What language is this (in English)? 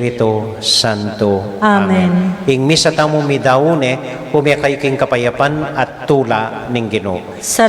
Pampanga